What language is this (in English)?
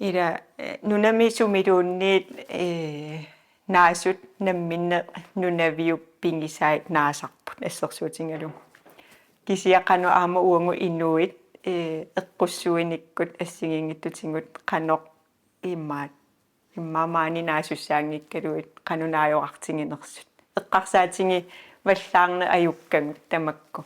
Kalaallisut